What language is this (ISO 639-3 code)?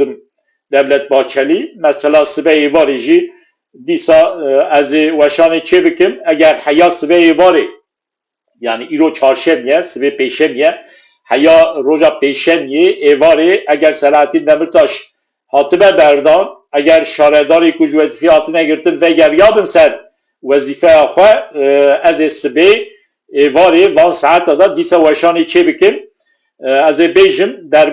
kur